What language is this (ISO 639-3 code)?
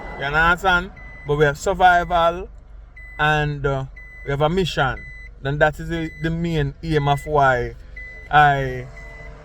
jam